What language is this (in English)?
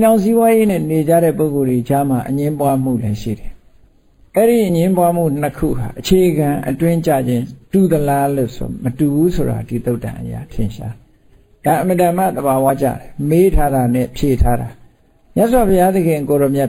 Burmese